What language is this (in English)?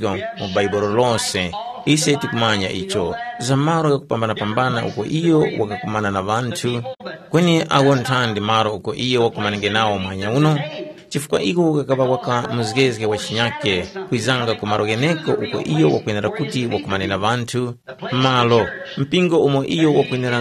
Tumbuka